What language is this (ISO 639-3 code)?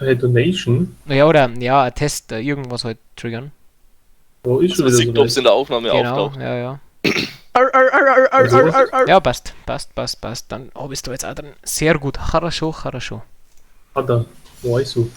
bar